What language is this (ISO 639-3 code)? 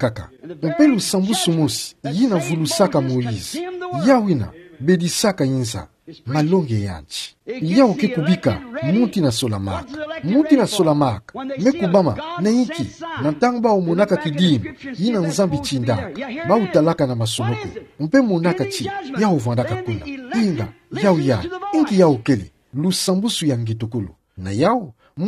ktu